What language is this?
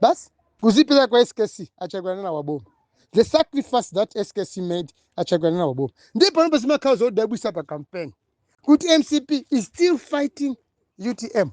Nyanja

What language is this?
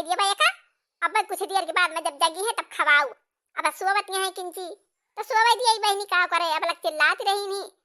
Awadhi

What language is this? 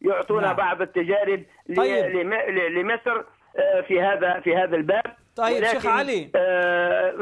Arabic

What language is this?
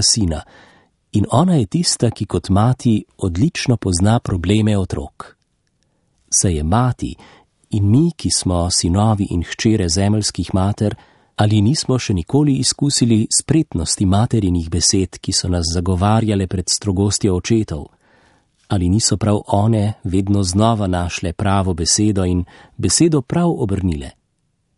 Slovenian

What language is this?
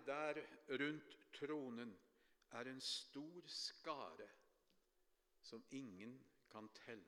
Norwegian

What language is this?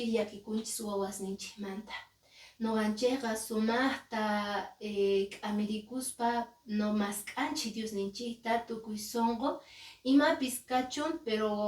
Quechua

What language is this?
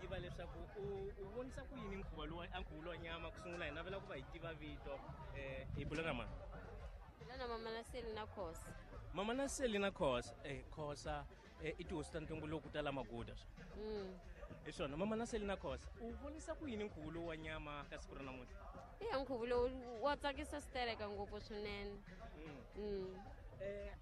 Tsonga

